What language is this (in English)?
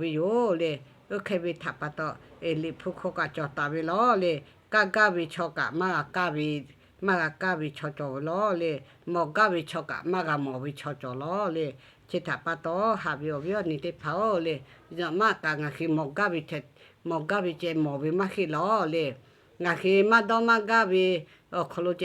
Lahu